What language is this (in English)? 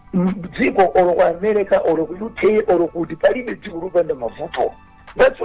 Nyanja